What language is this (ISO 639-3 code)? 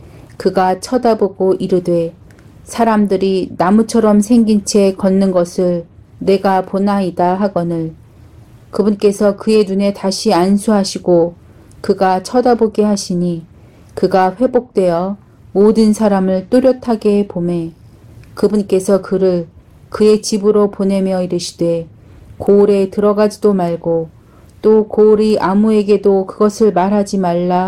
kor